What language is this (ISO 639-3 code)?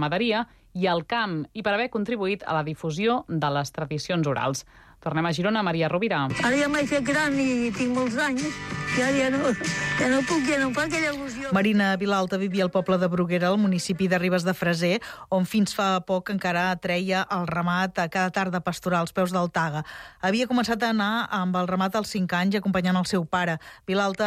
cat